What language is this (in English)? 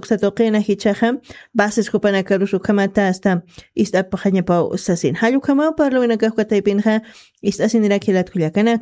Aymara